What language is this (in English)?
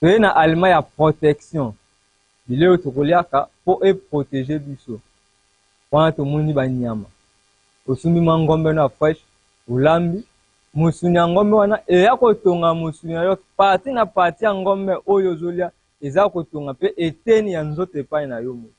Lingala